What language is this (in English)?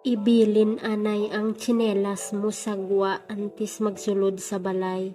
Hiligaynon